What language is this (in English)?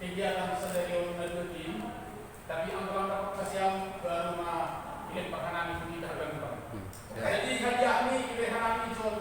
Batak Simalungun